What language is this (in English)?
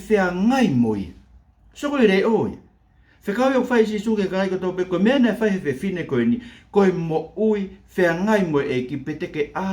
Tongan